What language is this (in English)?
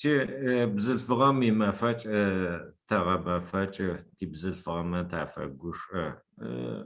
Adyghe